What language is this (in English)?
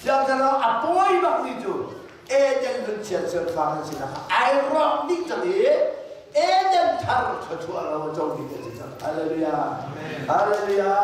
Hakha Chin